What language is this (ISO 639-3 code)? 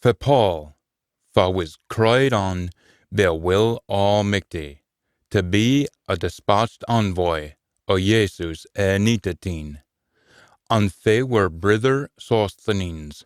sco